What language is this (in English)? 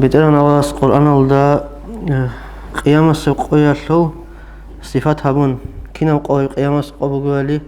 Avaric